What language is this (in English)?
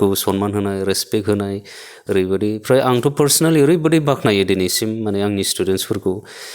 Bodo